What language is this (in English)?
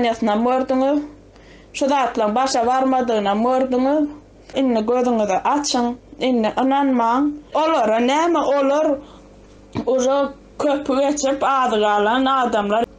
Turkmen